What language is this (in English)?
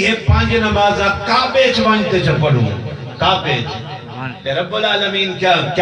Saraiki